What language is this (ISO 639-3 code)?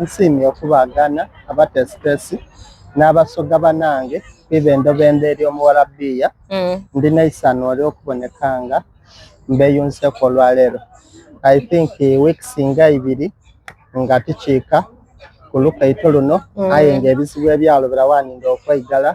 xog